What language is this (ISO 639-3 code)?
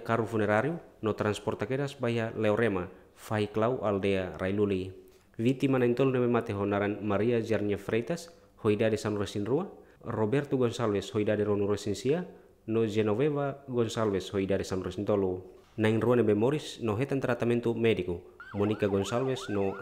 tet